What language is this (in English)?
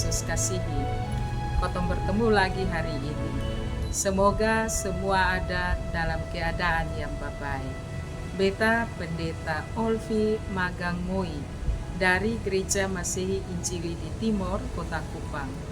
Kupang Malay